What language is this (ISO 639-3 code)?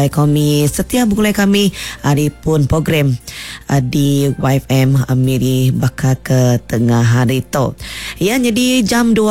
iba